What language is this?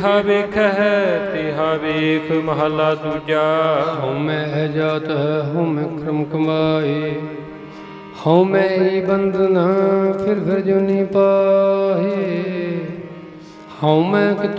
Punjabi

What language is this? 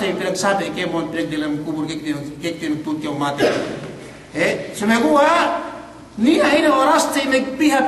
Yakan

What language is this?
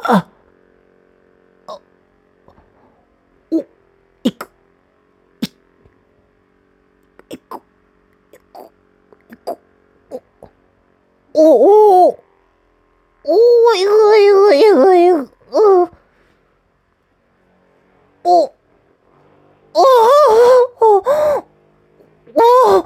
Japanese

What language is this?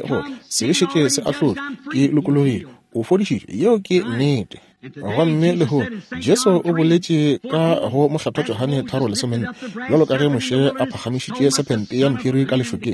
Northern Sotho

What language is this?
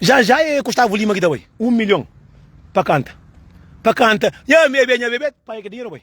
Kabuverdianu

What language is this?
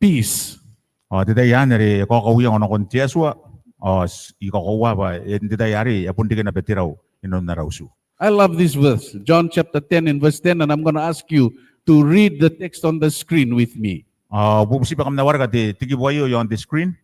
Gilbertese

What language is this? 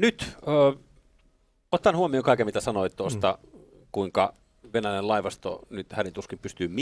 Finnish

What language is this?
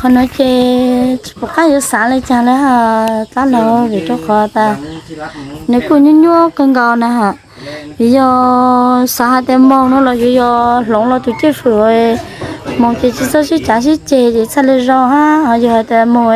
Hmong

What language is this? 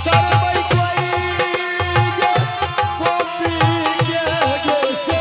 Angika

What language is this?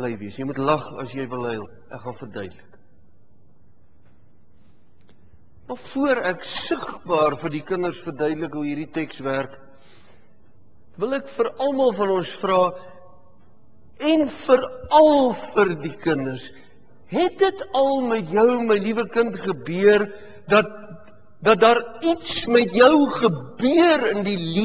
Afrikaans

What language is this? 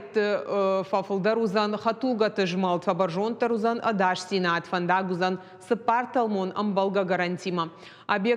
Ossetic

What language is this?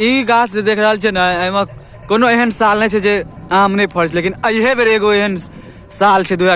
Maithili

